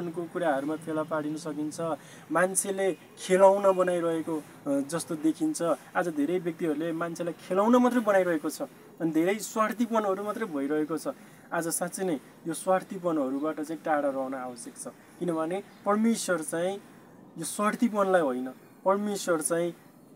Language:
Nepali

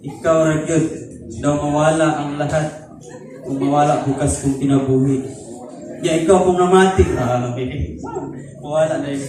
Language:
Cebuano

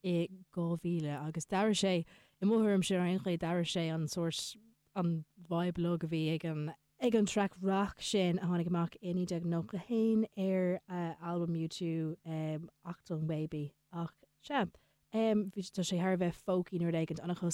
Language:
Irish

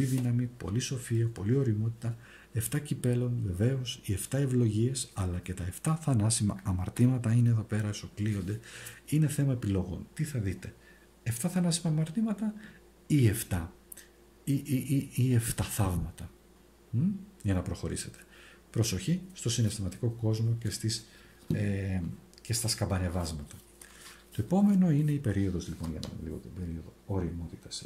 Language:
Greek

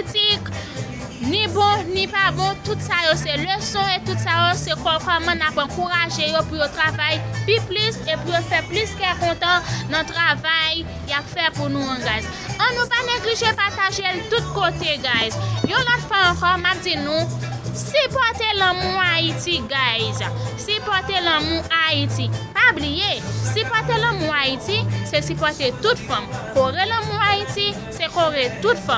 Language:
Haitian Creole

